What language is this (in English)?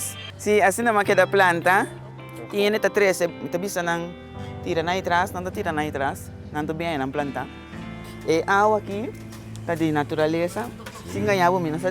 Papiamento